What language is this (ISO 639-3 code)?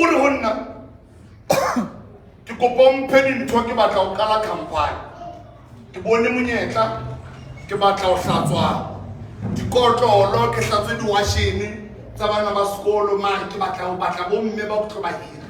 sot